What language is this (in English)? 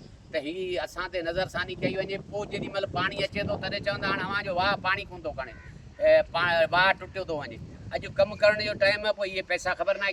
Sindhi